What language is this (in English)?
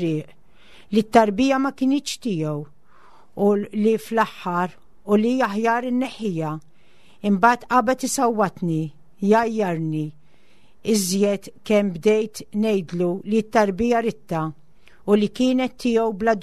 Maltese